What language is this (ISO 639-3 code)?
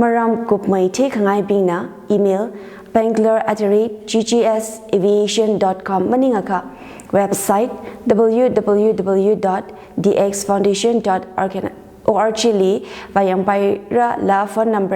nmf